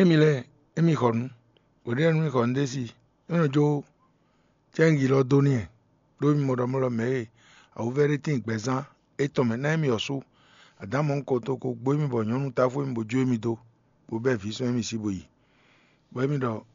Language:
Fon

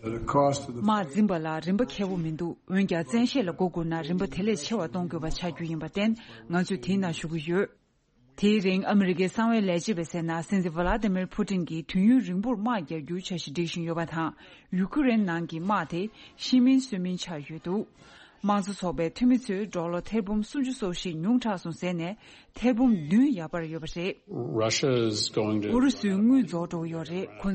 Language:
Tibetan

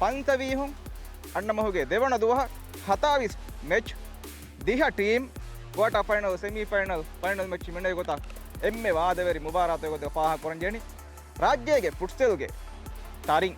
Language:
Divehi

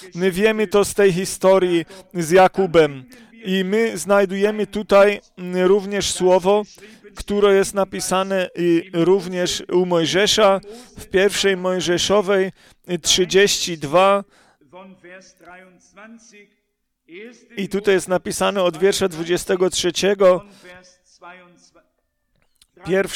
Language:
Polish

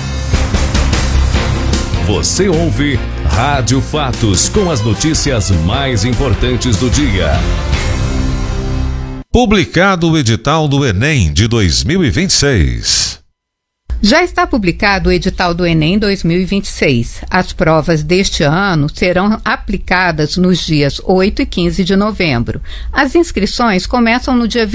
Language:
Portuguese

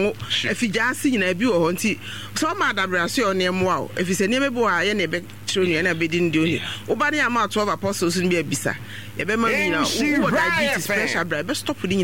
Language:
Akan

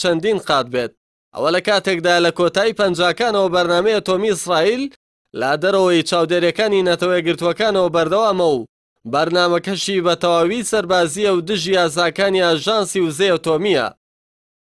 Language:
Central Kurdish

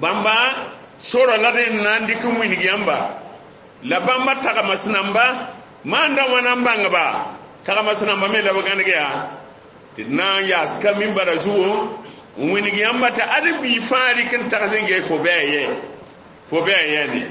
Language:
Mossi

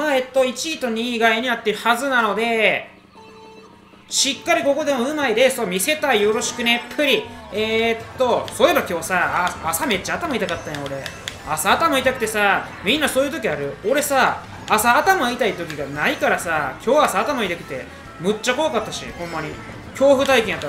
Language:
Japanese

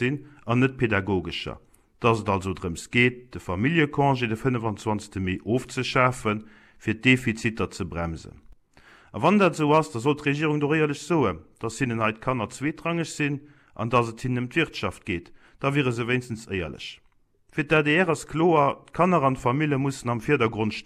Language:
Luxembourgish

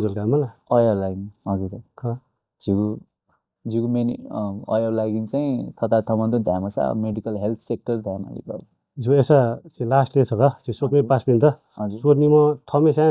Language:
Newari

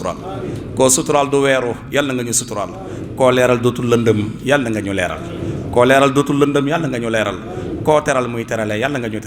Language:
Wolof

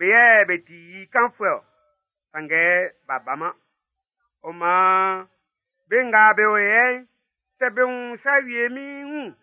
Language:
Baoulé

